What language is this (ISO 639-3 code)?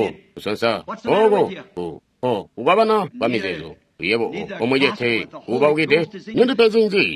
toi